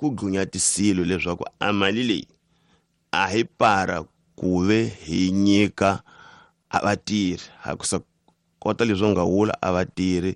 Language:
Tsonga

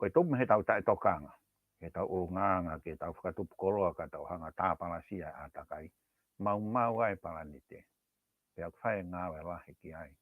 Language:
Tongan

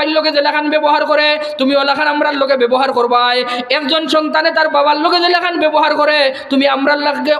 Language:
Sylheti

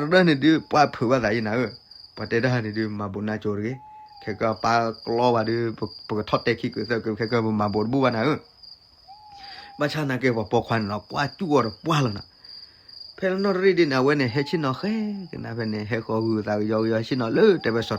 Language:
S'gaw Karen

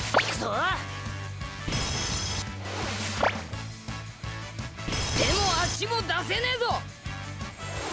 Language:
Japanese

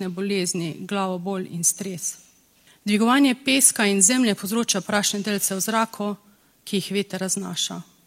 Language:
Slovenian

